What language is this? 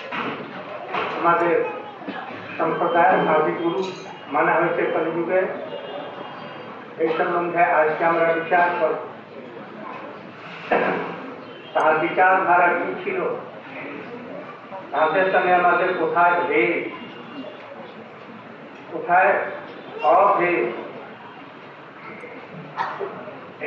Bangla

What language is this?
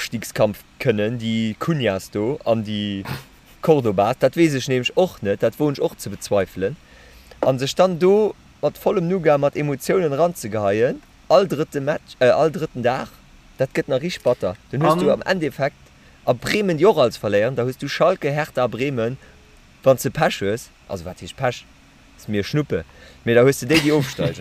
Luxembourgish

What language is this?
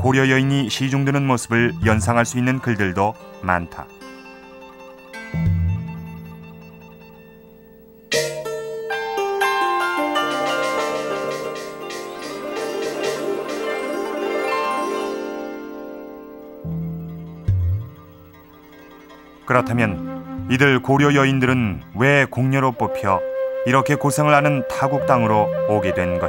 Korean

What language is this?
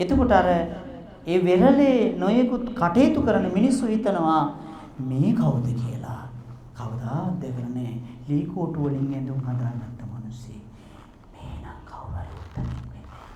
Sinhala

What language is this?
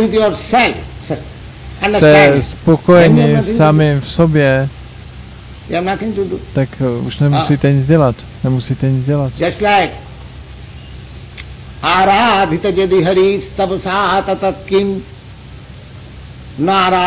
Czech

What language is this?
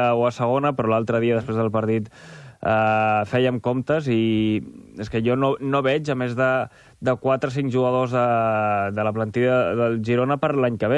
Catalan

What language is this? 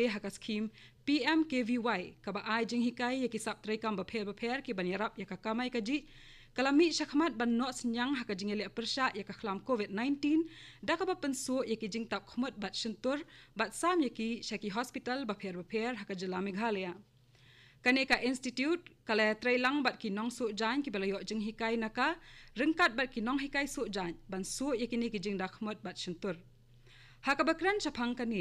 Khasi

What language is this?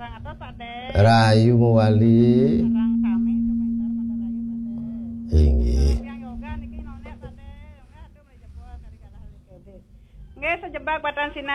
Balinese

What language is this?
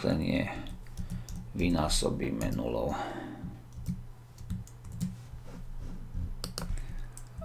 Slovak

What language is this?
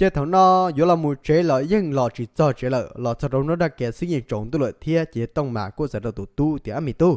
Hmong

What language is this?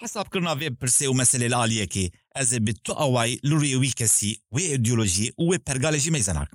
Kurdish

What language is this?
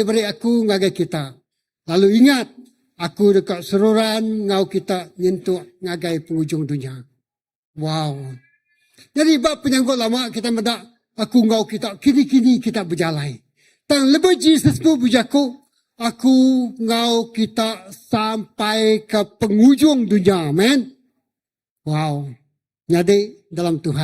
Iban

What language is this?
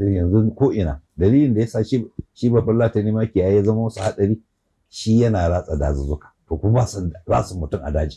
Hausa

